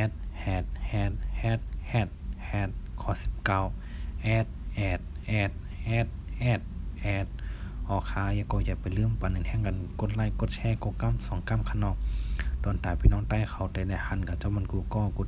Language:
Shan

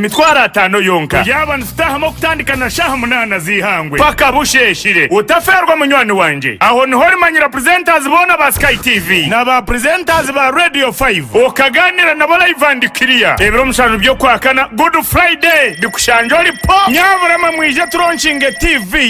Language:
Nyankole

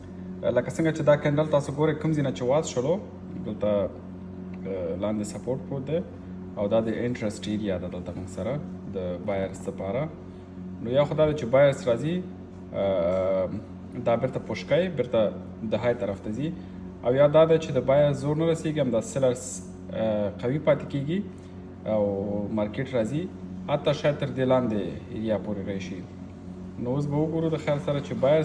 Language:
Pashto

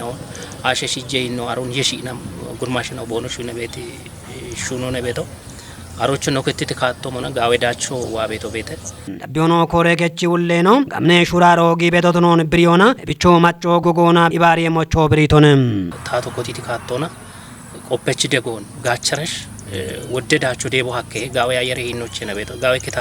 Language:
Kafa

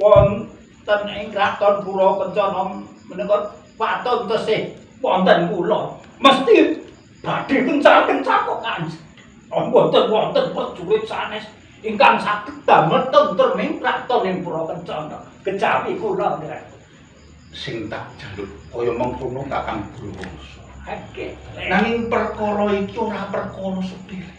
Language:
Javanese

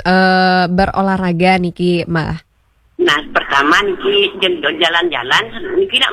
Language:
Balinese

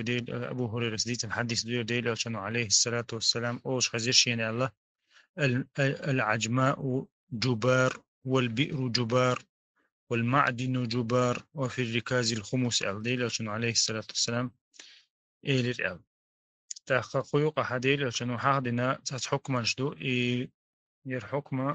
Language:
Chechen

